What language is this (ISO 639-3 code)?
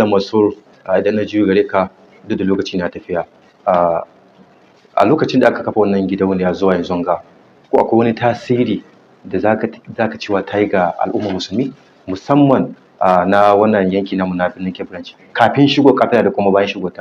hau